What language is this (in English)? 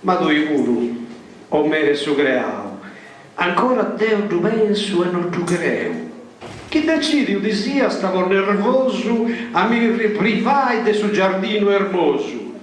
Sardinian